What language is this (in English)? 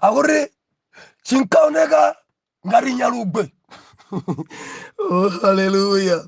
Nyanja